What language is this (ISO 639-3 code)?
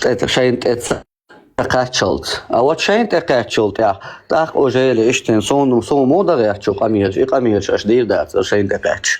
che